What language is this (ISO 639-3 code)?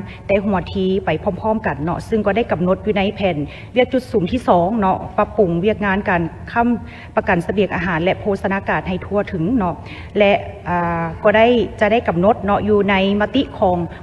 lao